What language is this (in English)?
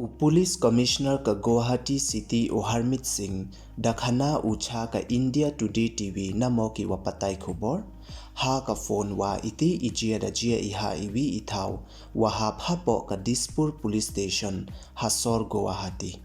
Pnar